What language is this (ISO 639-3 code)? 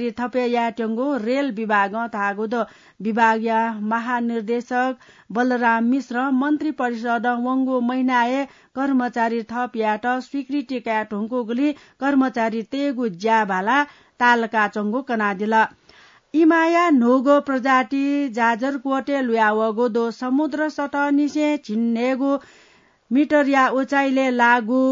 new